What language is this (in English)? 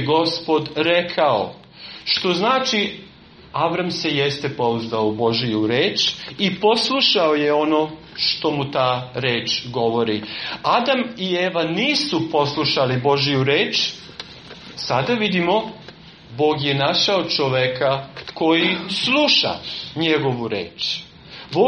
Serbian